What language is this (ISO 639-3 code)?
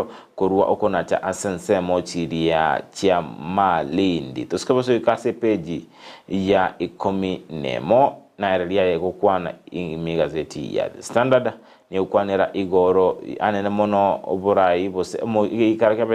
guz